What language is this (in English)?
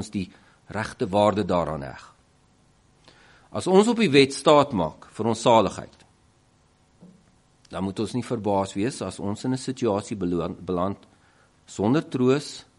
Afrikaans